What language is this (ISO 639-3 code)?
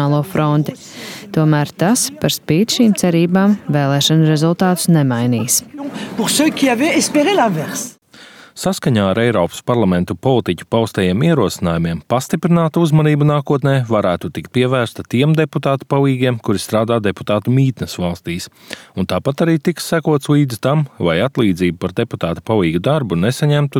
lav